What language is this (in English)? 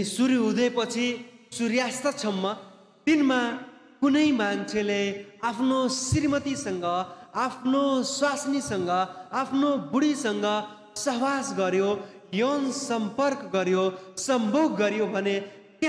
Nepali